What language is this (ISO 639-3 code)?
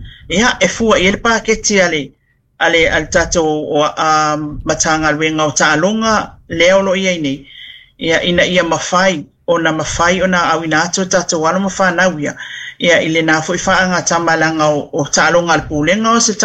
smo